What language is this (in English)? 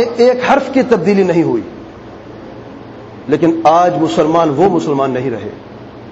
Urdu